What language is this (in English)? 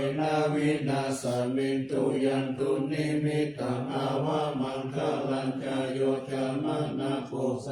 Pali